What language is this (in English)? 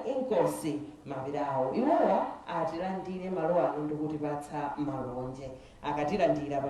Nyanja